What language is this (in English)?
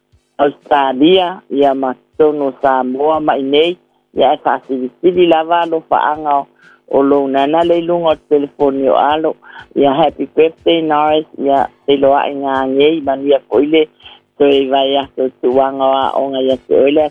Samoan